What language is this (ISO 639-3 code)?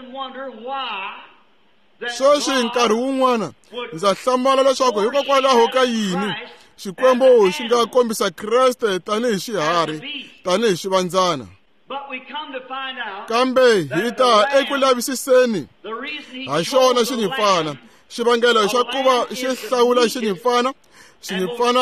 tso